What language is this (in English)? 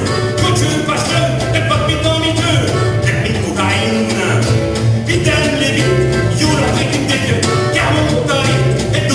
Picard